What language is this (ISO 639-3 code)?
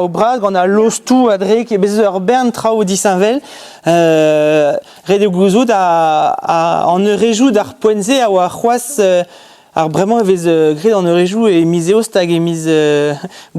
bre